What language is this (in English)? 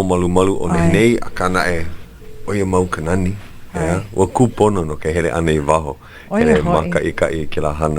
Hawaiian